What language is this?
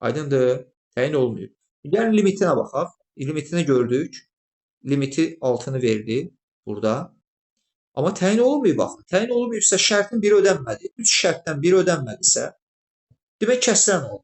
Azerbaijani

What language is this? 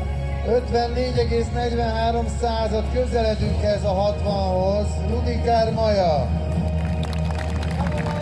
Hungarian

